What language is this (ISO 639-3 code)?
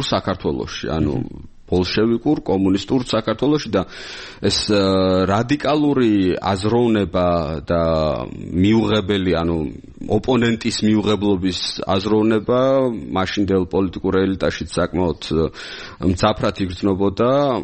kat